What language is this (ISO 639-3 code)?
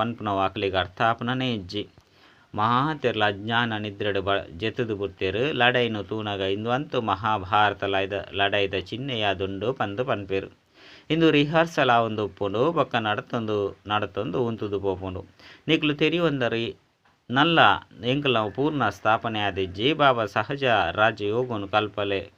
tcy